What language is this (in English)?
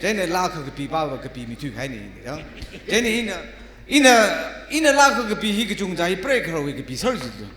Tangkhul Naga (India)